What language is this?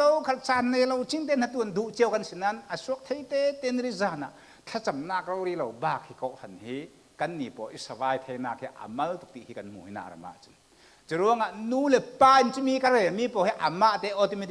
Falam Chin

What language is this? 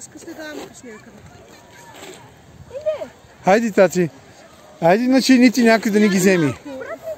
Bulgarian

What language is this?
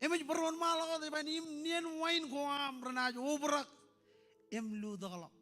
Marshallese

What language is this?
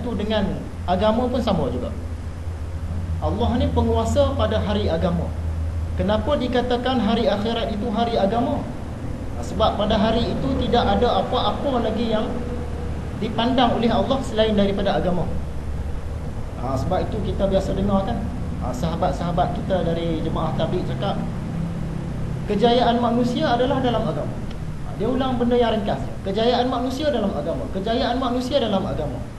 Malay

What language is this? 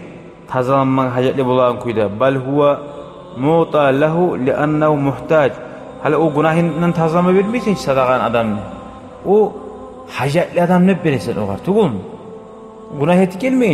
Kumyk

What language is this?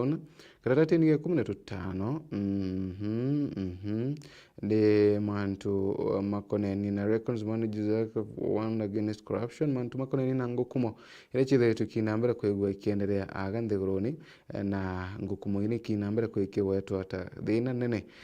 Meru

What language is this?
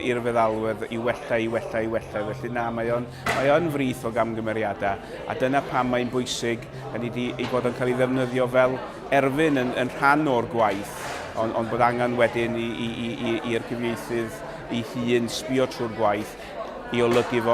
Welsh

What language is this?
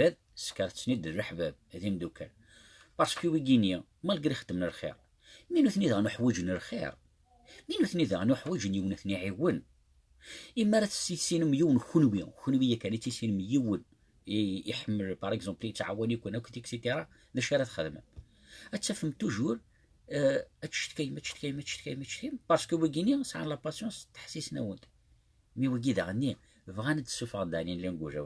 Kabyle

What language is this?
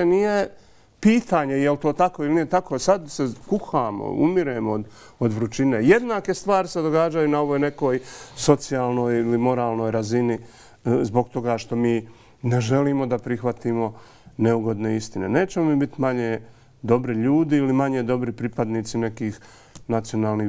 Bosnian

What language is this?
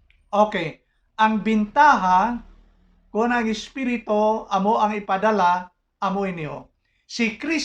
Hiligaynon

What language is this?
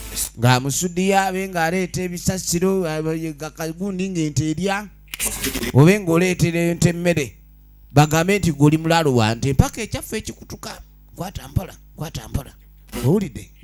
Ganda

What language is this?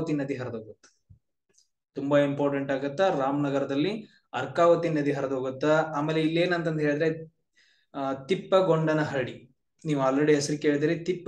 Kannada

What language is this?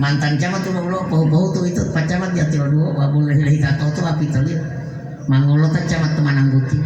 Gorontalo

